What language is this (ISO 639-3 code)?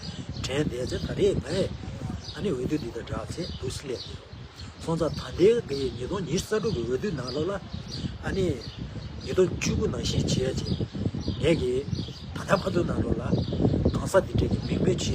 bod